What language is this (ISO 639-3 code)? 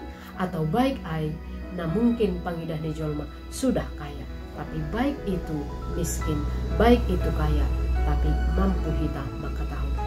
bts